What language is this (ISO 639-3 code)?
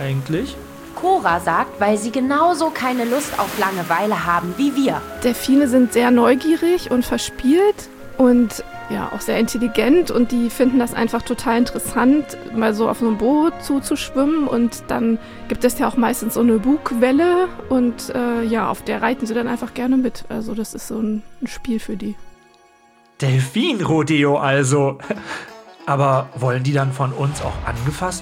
deu